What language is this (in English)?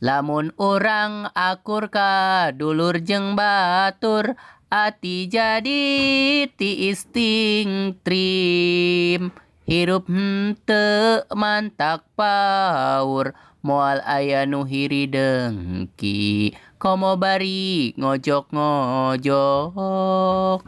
Sundanese